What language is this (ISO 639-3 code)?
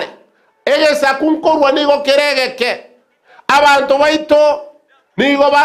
guz